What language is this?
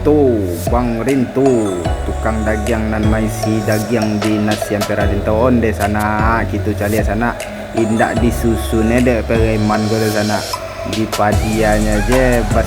Minangkabau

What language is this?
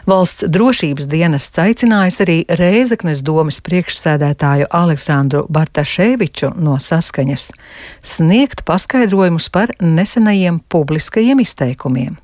Latvian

